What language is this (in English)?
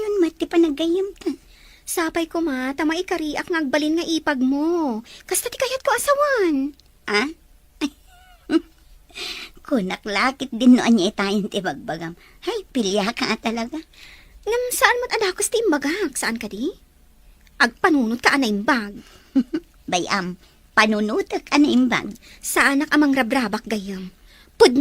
Iloko